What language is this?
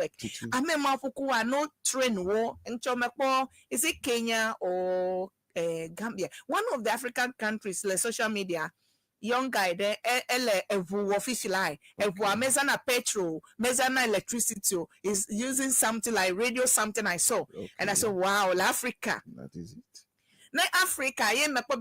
Ewe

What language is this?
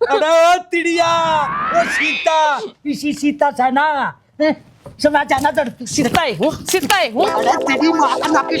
Haryanvi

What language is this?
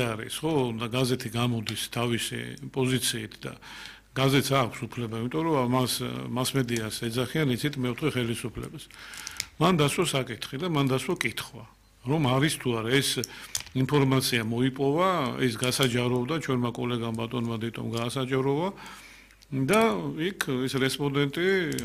Georgian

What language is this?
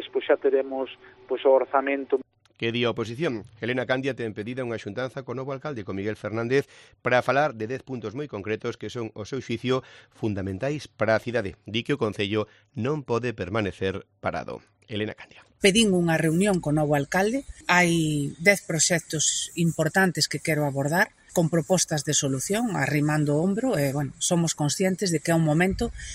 Galician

